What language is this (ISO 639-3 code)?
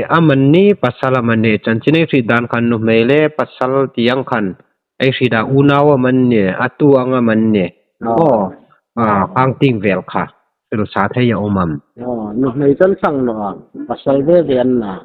hmr